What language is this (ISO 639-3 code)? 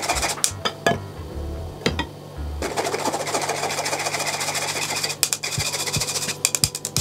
tam